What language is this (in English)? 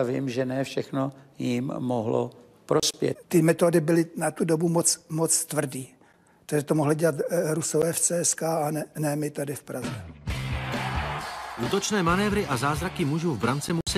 Czech